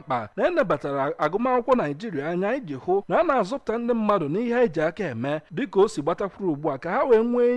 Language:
Igbo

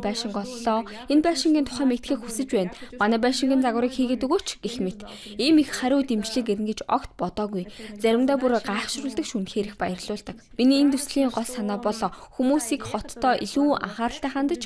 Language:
Mongolian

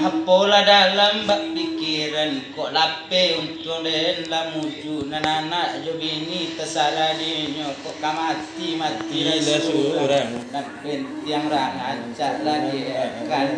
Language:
Minangkabau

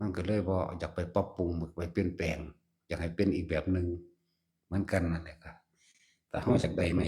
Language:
Northeastern Thai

